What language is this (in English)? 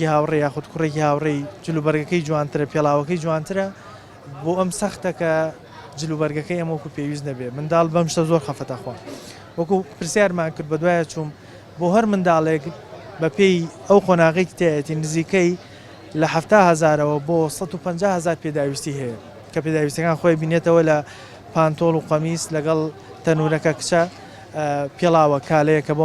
Central Kurdish